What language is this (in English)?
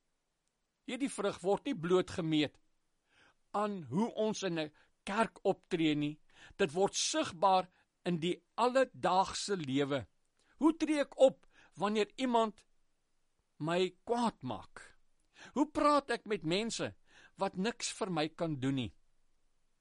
Afrikaans